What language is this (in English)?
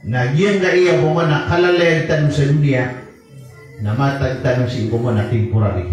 Maranao